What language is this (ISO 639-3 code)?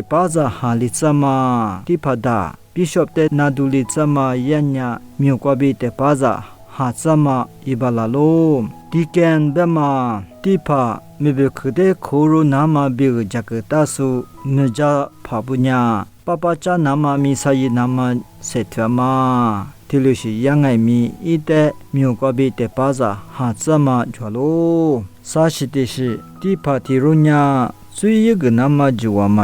lis